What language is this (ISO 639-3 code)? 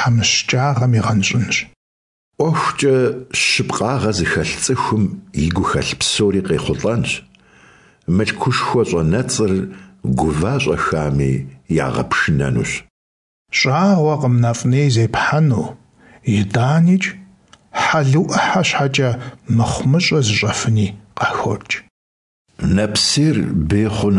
kbd